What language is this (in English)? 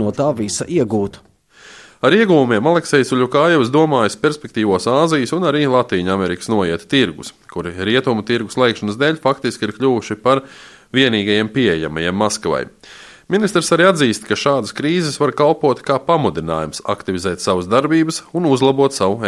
Latvian